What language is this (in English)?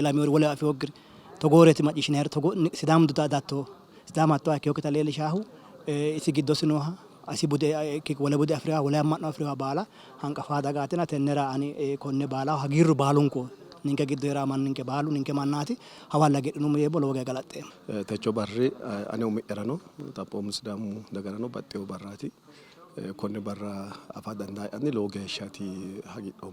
Sidamo